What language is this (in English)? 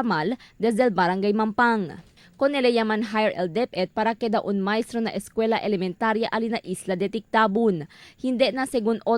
Chavacano